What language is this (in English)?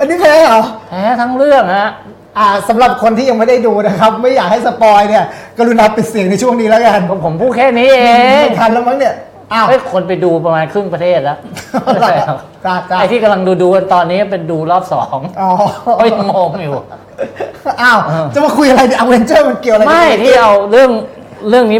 Thai